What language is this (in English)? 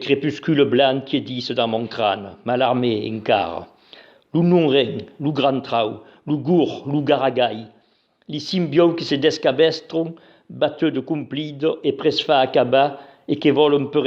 Occitan